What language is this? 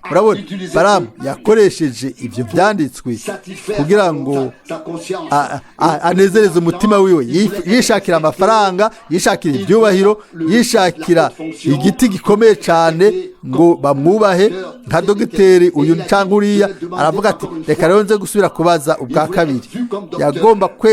Rundi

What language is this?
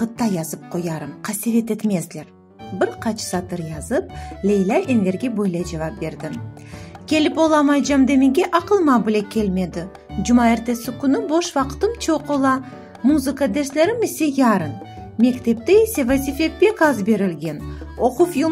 Crimean Tatar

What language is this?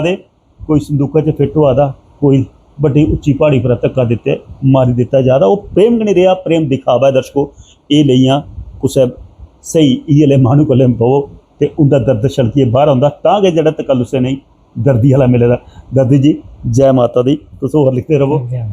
Dogri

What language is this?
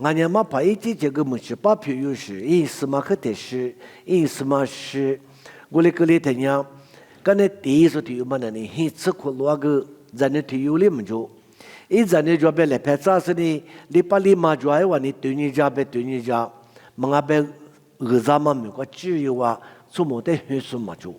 Lisu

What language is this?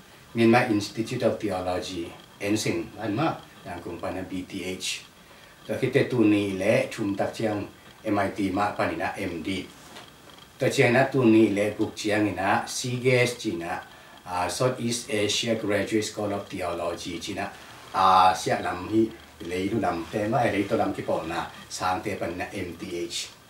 Tedim Chin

